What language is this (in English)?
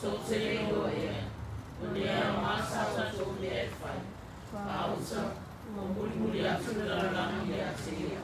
Samoan